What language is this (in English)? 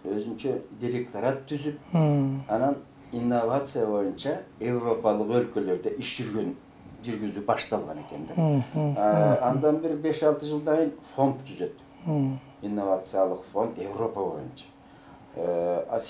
Kyrgyz